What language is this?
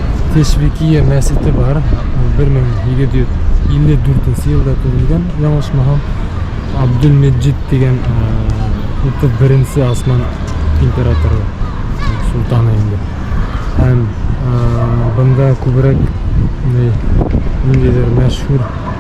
Bashkir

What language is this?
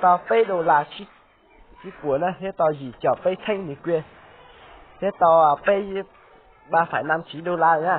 Hmong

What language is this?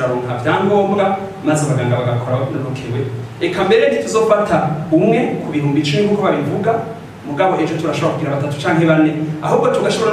Rundi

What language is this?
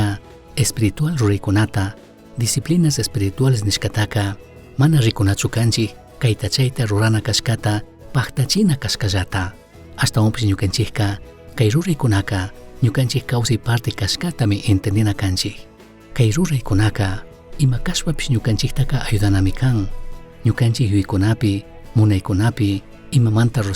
Chimborazo Highland Quichua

